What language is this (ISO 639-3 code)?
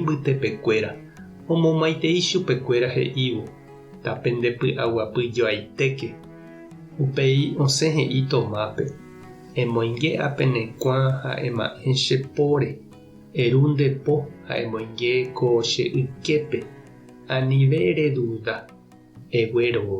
grn